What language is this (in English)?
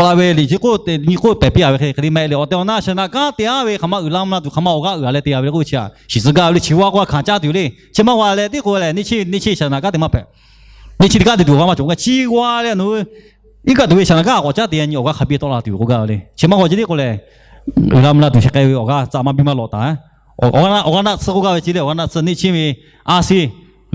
Lahu